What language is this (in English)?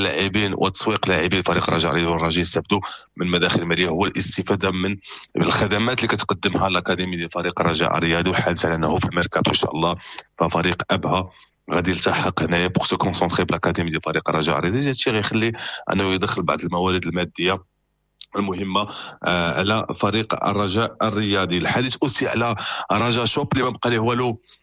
Moroccan Arabic